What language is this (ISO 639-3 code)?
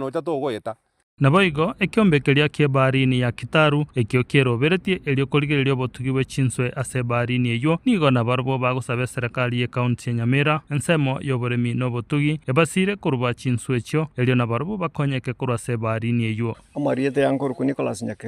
guz